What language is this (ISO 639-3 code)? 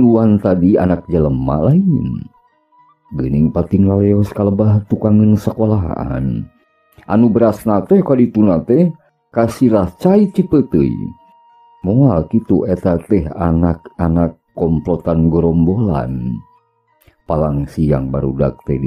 sun